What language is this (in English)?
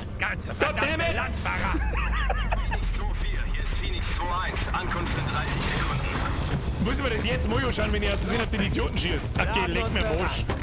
Bavarian